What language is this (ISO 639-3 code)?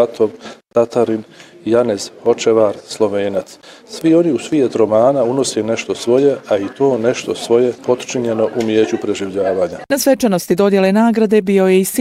bos